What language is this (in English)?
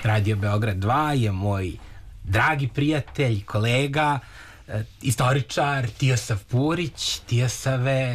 Serbian